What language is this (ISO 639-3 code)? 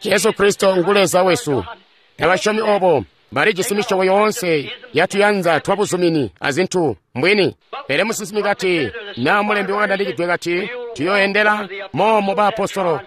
toi